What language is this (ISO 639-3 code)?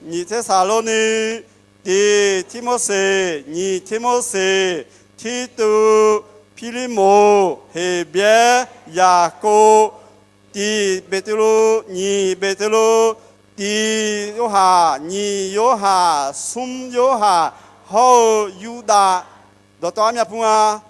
ahk